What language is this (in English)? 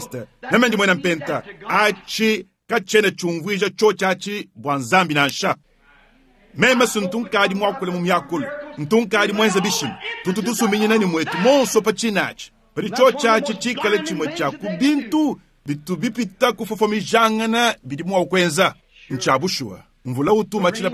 Luba-Lulua